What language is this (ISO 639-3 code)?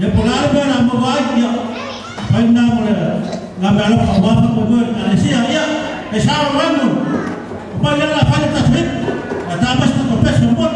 smo